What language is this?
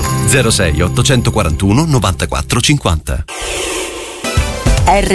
Italian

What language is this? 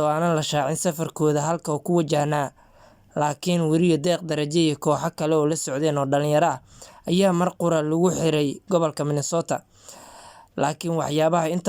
Somali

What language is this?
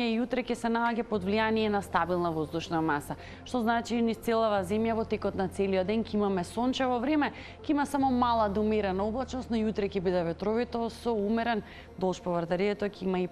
Macedonian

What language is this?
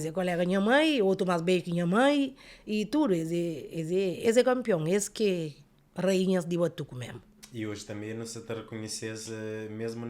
Kabuverdianu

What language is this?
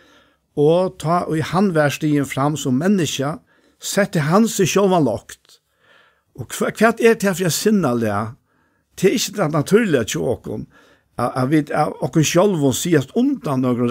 Faroese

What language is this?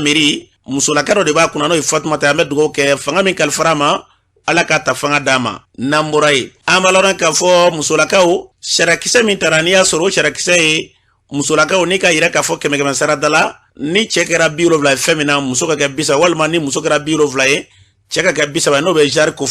Bambara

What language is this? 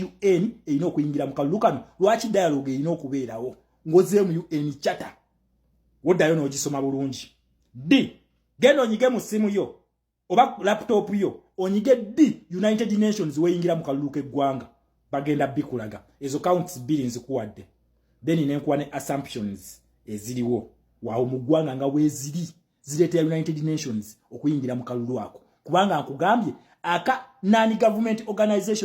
Ganda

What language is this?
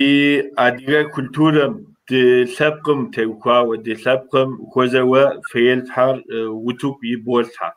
Kabardian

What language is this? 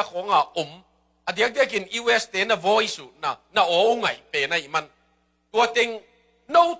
Tedim Chin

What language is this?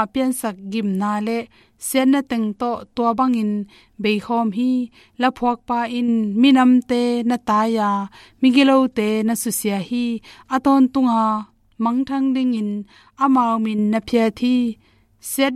Tedim Chin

